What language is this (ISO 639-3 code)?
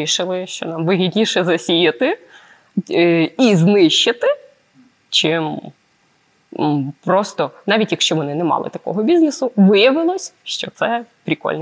ukr